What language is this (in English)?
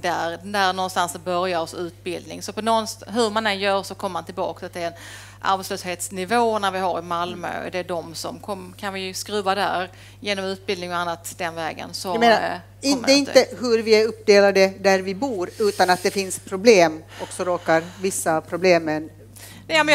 Swedish